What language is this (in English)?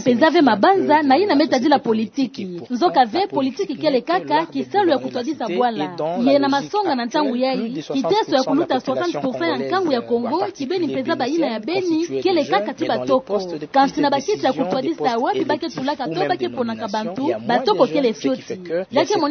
Kituba (Democratic Republic of Congo)